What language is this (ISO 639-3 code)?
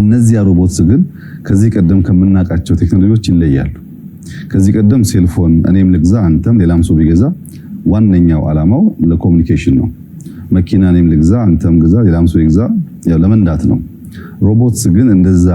amh